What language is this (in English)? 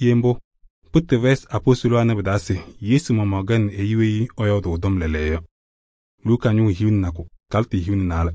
Kabiyè